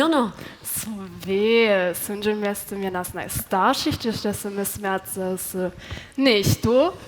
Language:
Upper Sorbian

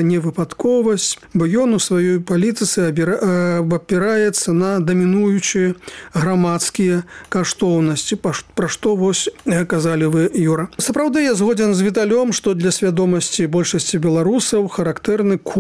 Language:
Belarusian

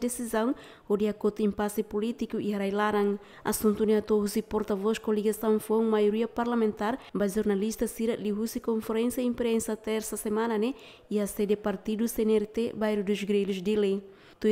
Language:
Tetum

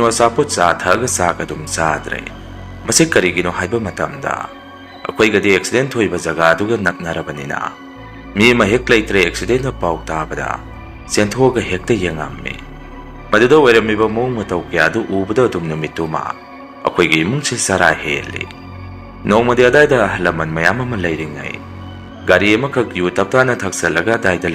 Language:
Manipuri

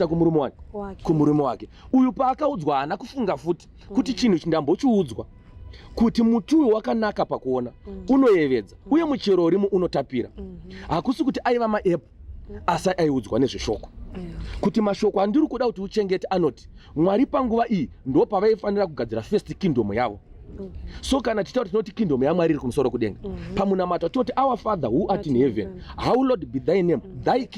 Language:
Shona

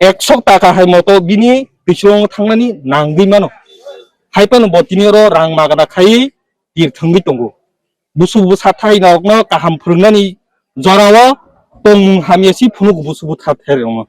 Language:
Kok Borok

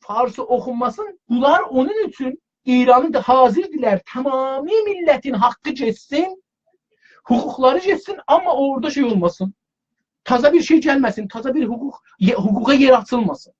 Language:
South Azerbaijani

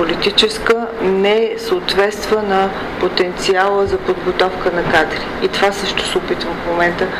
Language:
Bulgarian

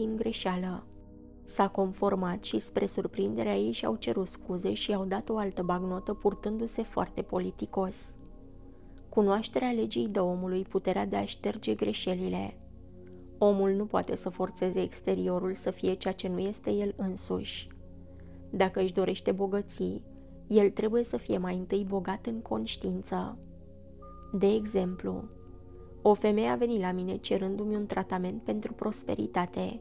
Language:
Romanian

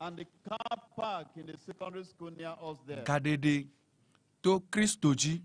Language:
Ewe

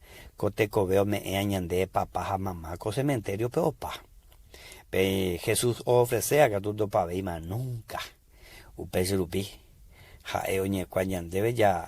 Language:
Guarani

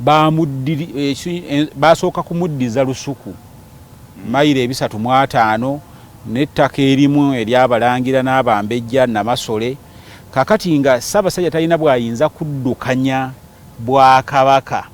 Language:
Ganda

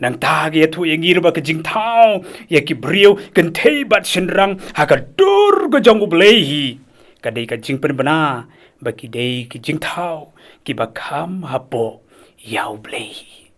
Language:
Khasi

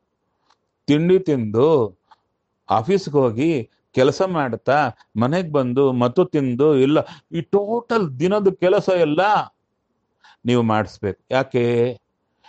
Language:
Kannada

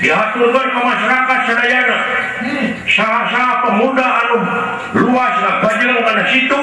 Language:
Sundanese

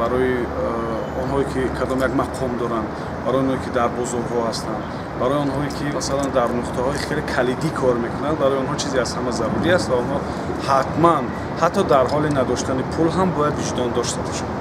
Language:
Tajik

